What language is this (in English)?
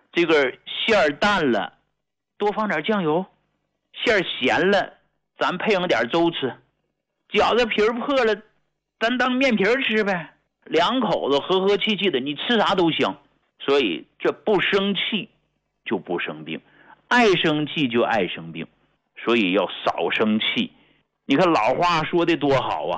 Chinese